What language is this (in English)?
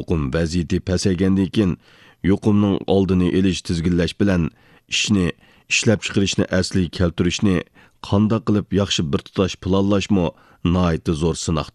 Uyghur